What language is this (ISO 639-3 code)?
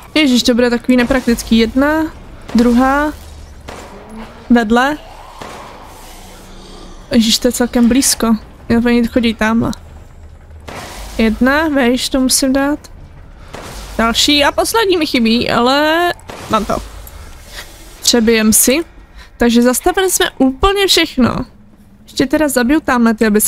ces